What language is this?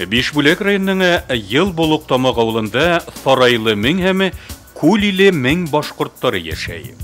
Bashkir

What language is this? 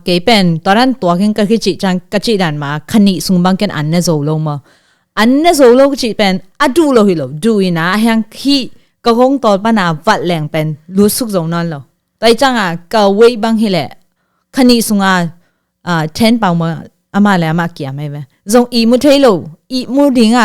Tedim Chin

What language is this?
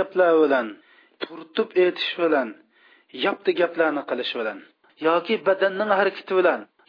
Uyghur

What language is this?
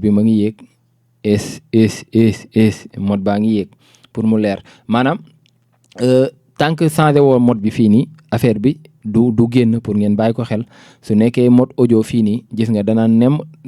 Wolof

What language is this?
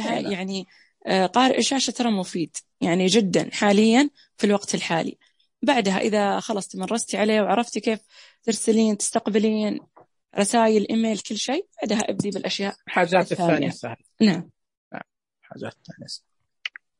Najdi Arabic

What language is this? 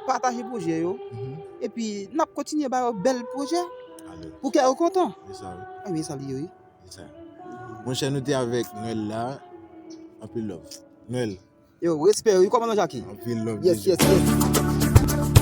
Haitian Creole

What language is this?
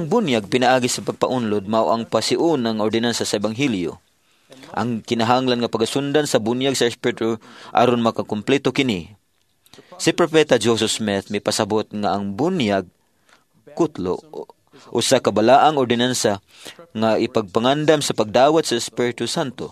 Cebuano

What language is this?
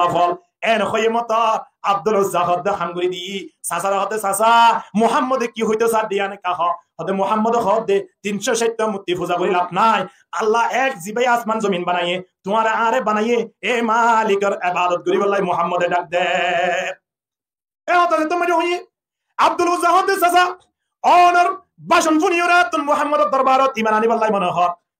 Rohingya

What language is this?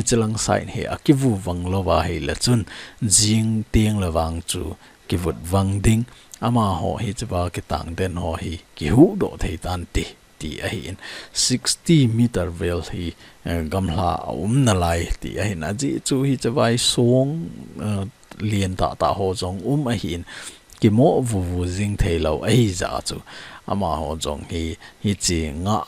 Thado Chin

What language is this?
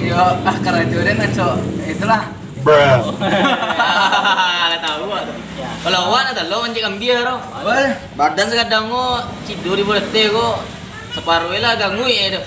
Minangkabau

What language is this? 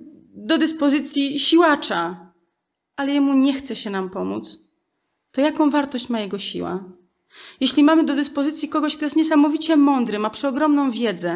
Polish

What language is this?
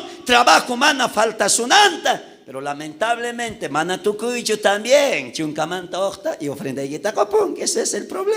South Bolivian Quechua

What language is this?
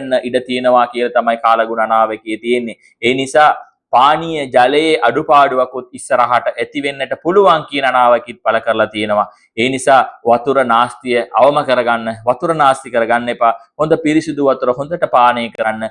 Sinhala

